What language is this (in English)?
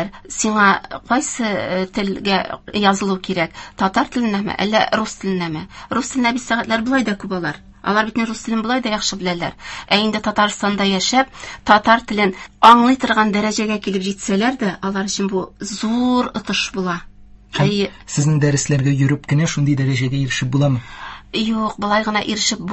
Tatar